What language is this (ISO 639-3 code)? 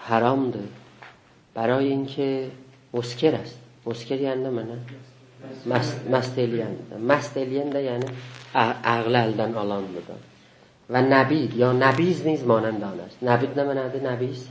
azb